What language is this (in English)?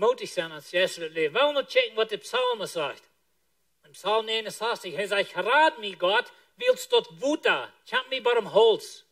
Plautdietsch